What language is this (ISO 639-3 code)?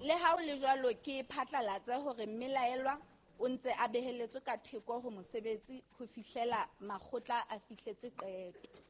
sot